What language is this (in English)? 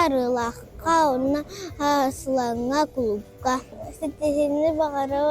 Yakut